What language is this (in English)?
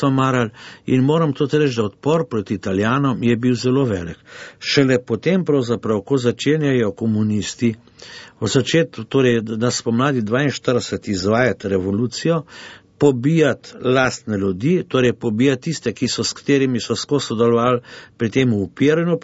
Slovenian